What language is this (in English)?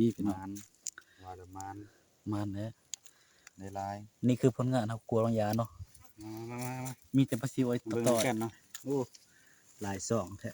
Northeastern Thai